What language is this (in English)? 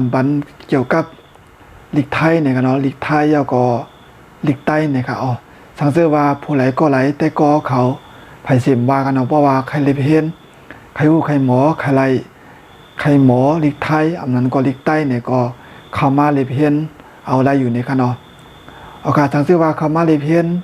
Shan